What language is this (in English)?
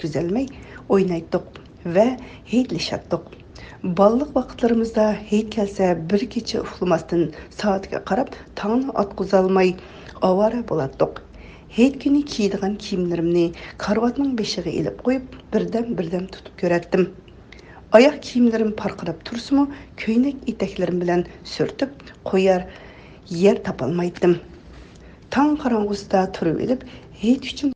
Uyghur